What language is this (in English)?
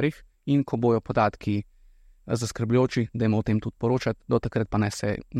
Slovenian